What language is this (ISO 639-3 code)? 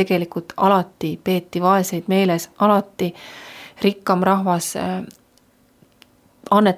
est